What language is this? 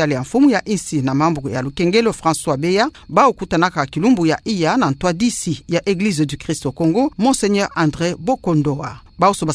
Kituba (Democratic Republic of Congo)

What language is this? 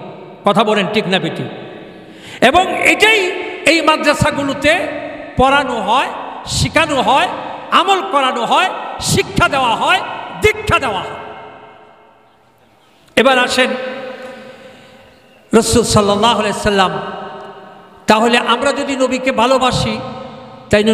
Bangla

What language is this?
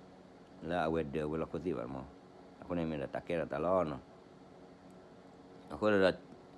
S'gaw Karen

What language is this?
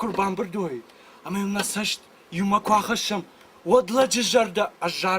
Ossetic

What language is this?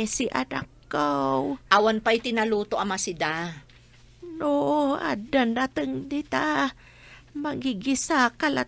Iloko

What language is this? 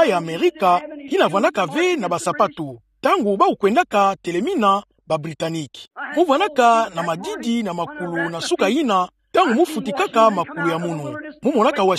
Kituba (Democratic Republic of Congo)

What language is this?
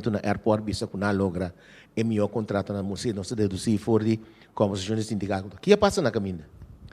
Papiamento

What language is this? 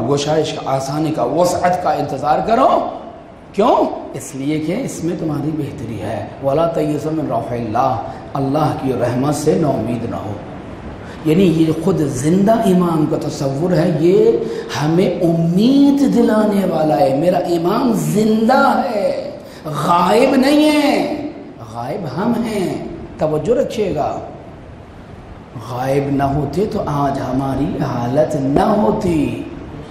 Urdu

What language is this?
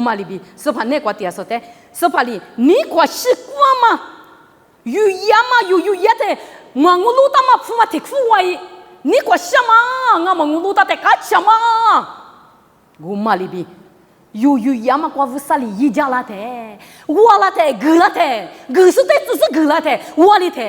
Lisu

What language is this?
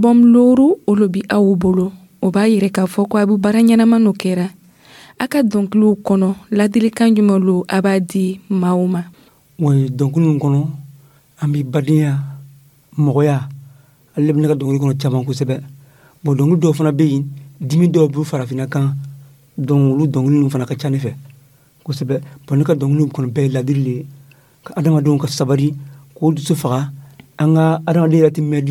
Dyula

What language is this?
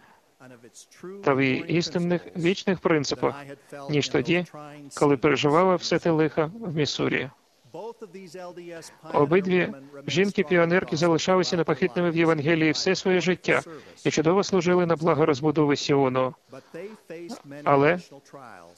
Ukrainian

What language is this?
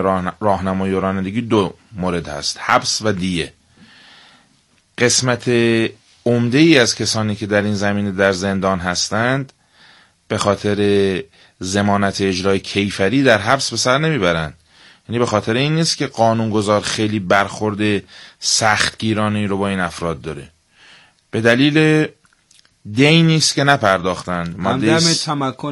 Persian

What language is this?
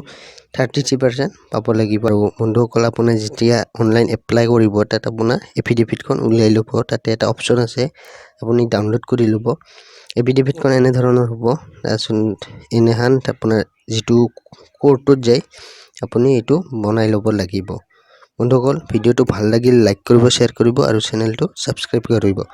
Assamese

